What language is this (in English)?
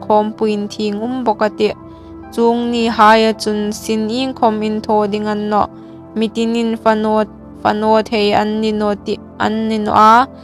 Hmar